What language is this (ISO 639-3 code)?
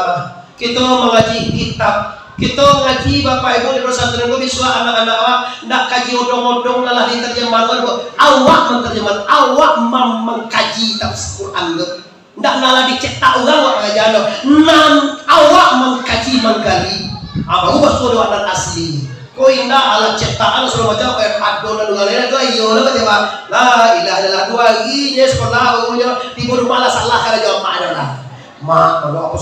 min